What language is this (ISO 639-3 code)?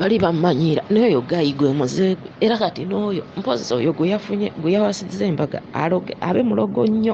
lug